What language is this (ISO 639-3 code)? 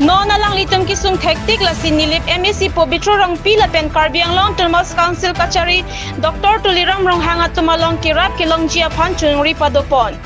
mjw